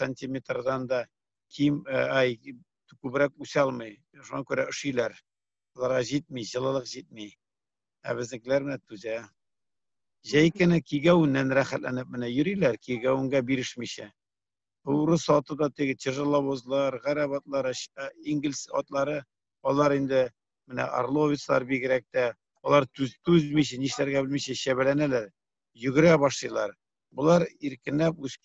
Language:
Tatar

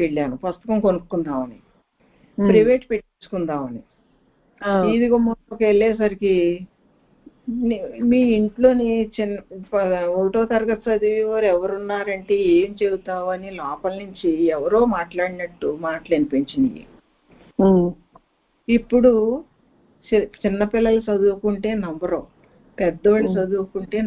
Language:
Telugu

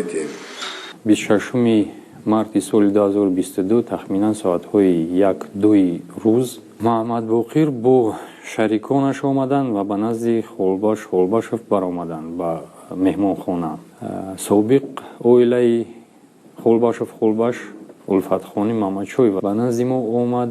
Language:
Tajik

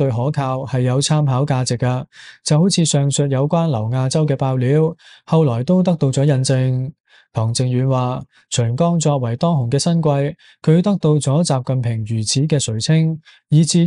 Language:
Cantonese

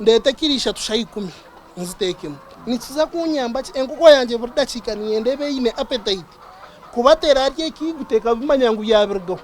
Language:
Nyankole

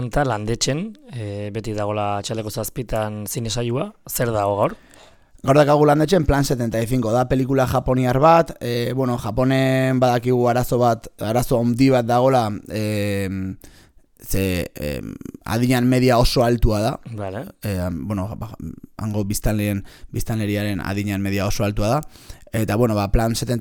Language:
Basque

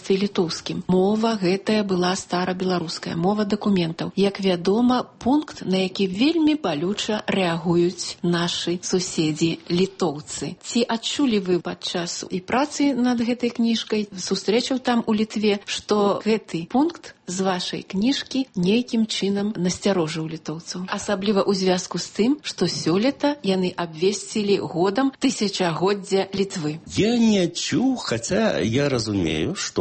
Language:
Belarusian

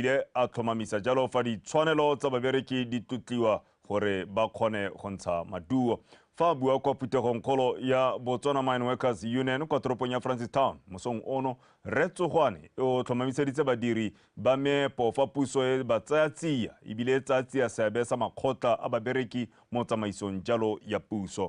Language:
Tswana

